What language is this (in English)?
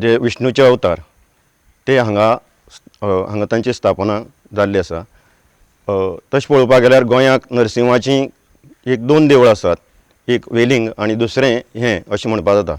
Konkani